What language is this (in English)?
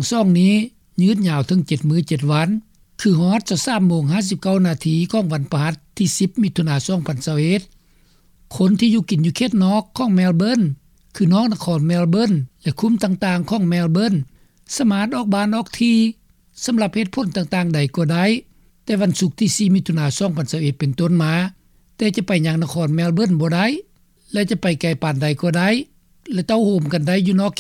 Lao